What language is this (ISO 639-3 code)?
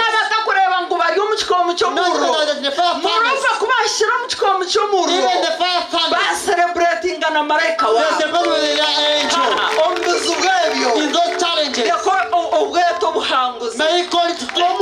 kin